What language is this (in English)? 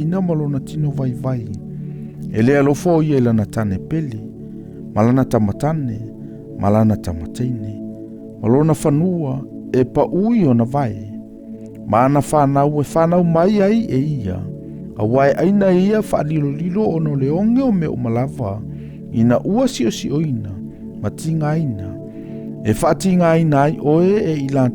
Samoan